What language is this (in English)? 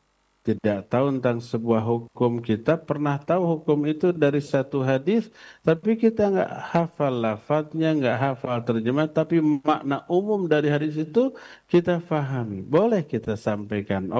Indonesian